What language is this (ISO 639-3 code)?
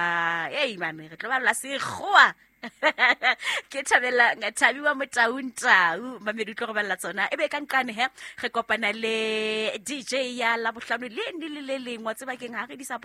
sot